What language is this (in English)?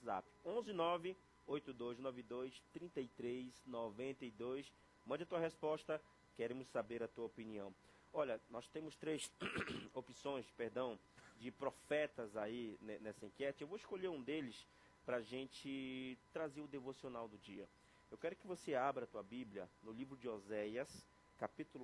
Portuguese